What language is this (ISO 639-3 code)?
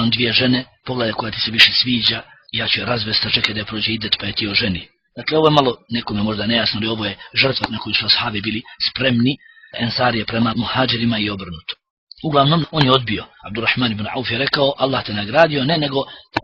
bos